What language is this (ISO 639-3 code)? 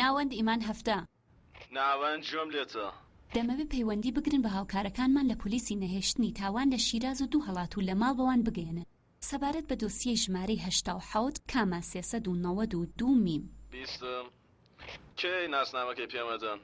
ckb